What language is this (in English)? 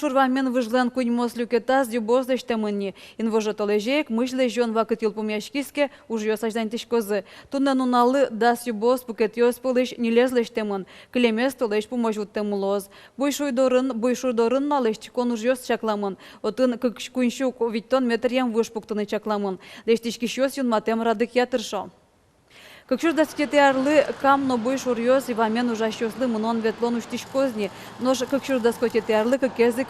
Udmurt